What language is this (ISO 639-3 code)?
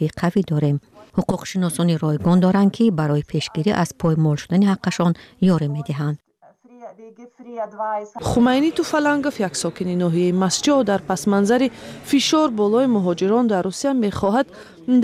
fas